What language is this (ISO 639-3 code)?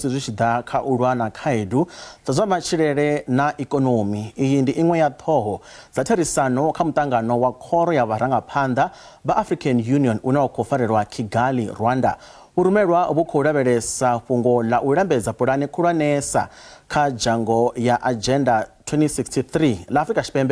ven